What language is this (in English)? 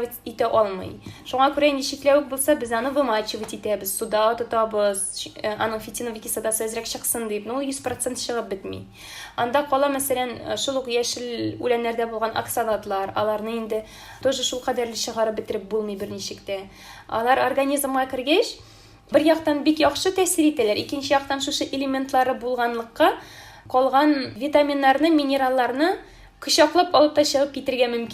Tatar